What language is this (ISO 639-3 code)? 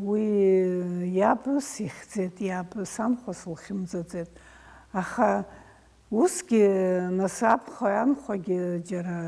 abk